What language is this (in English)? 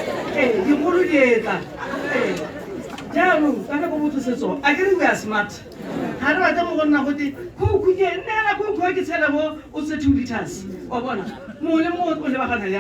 Tswana